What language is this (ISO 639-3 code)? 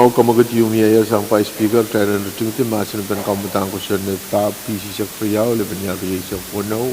pon